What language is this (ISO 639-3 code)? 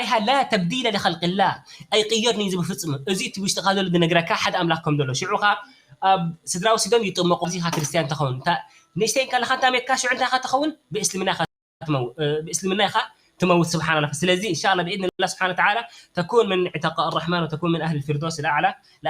tir